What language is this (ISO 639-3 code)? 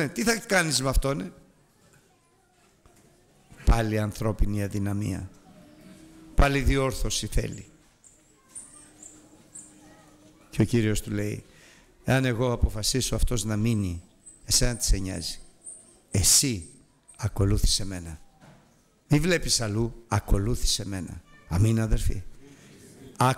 ell